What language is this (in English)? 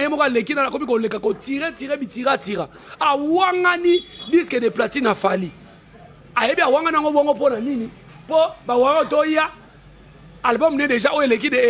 Lingala